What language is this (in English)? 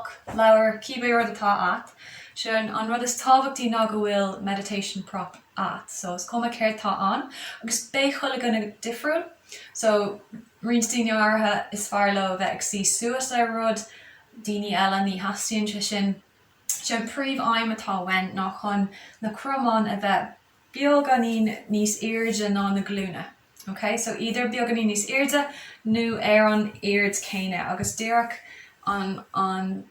Irish